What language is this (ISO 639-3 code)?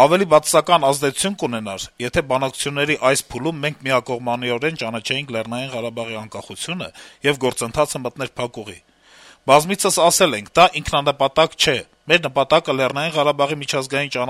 hye